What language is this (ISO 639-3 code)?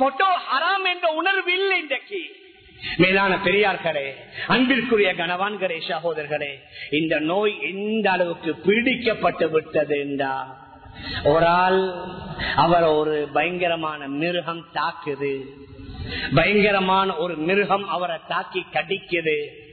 tam